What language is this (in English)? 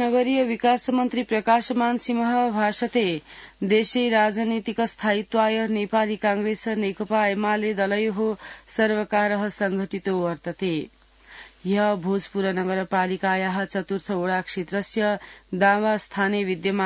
Sanskrit